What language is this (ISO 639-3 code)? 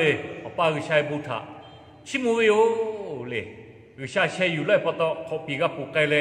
lhu